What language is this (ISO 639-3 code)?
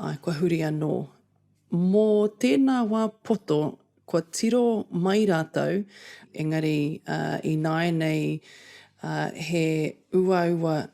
mri